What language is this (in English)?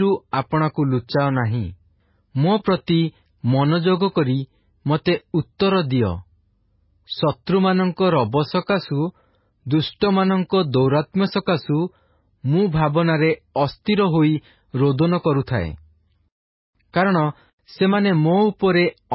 Odia